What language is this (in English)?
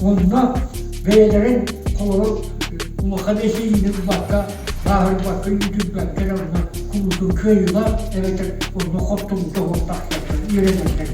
Yakut